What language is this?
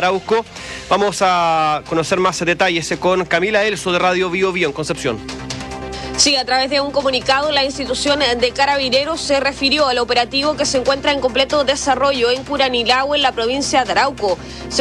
Spanish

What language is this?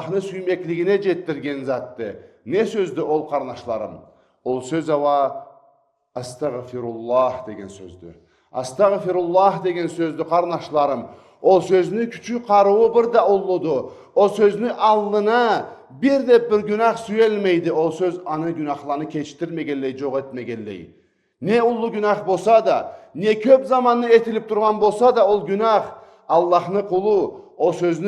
Karachay-Balkar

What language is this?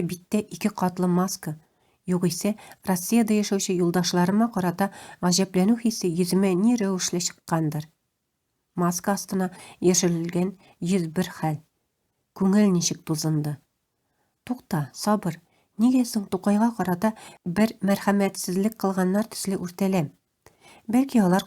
Tatar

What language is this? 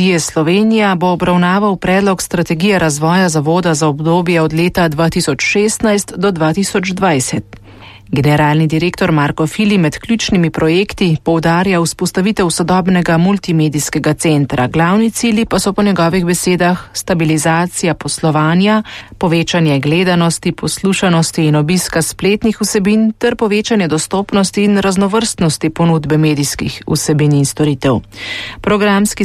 Slovenian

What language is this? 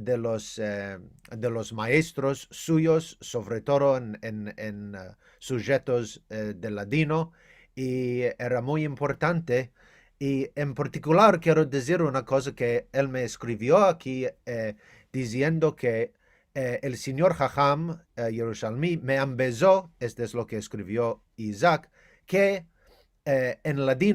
Ladino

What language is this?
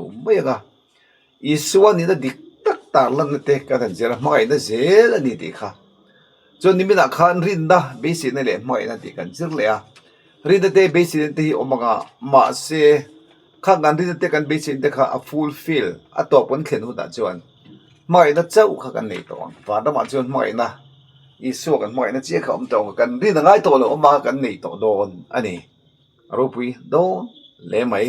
Mizo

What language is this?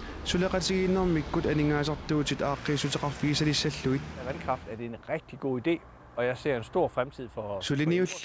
Kalaallisut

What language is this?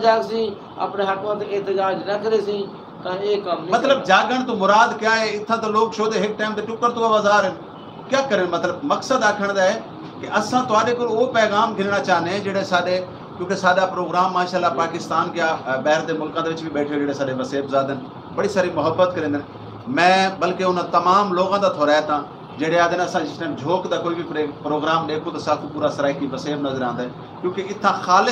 Saraiki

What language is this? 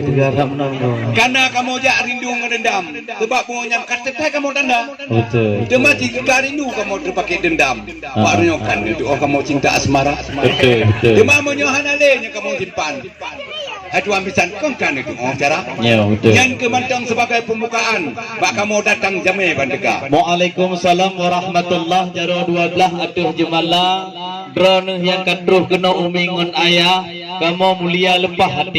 Achinese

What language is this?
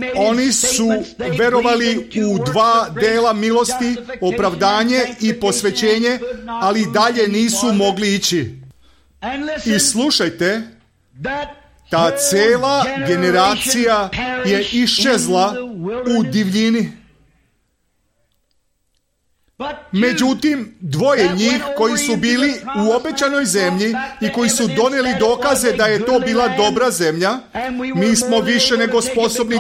Serbian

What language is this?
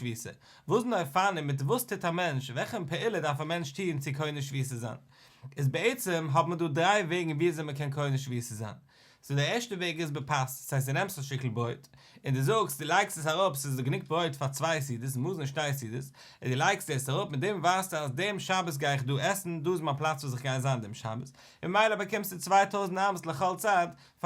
Yiddish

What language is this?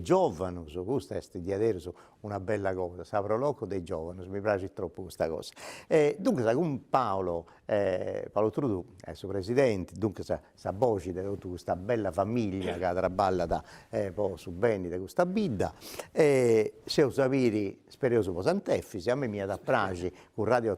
Sardinian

